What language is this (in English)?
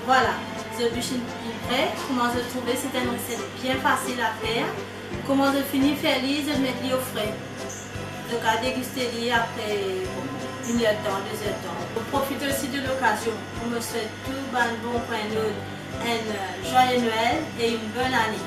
Morisyen